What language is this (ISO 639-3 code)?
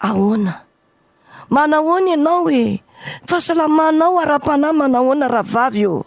mlg